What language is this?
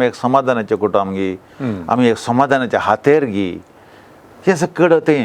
Konkani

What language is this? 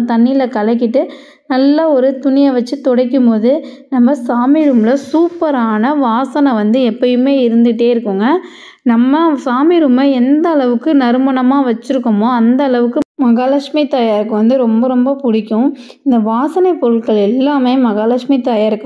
Tamil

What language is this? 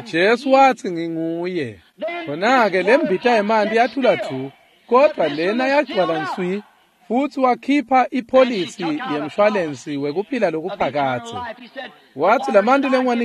Swati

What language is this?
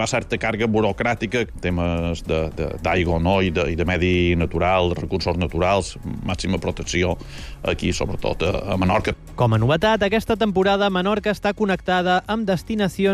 Catalan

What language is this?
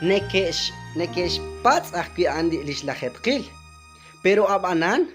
Kekchí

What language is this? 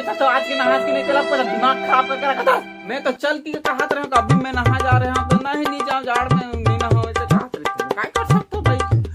Chhattisgarhi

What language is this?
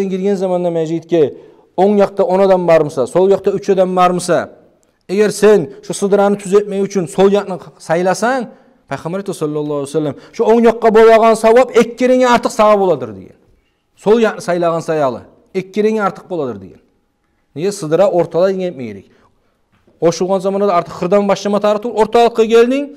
Kumyk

